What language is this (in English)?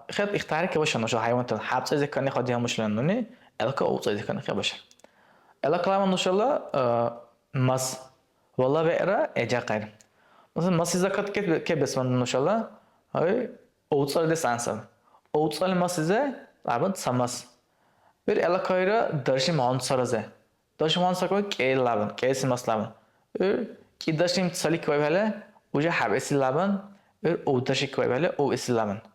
Dargwa